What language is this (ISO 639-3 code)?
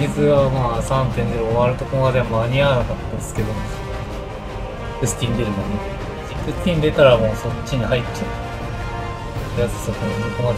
jpn